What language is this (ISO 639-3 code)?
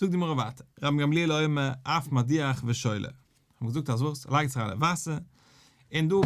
yid